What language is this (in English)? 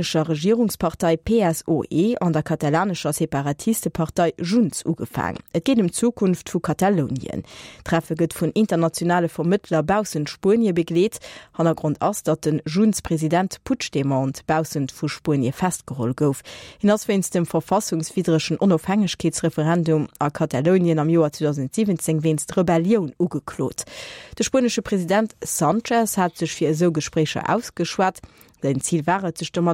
Luxembourgish